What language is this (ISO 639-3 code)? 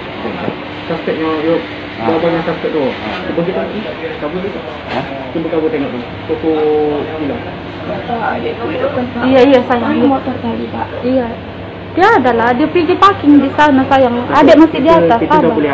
msa